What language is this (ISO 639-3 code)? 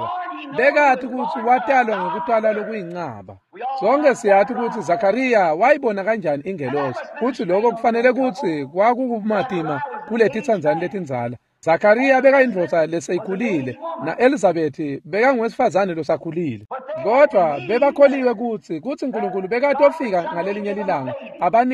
ssw